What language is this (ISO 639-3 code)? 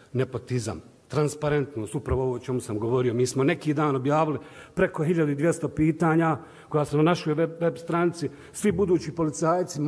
bos